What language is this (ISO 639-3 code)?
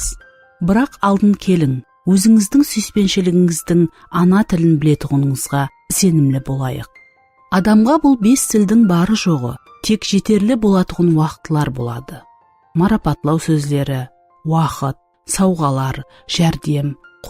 kaa